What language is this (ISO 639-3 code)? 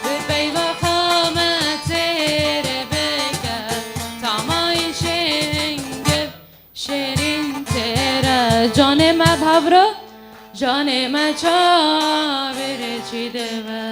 kur